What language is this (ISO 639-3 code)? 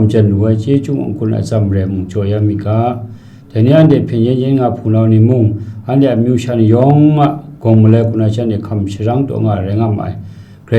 kac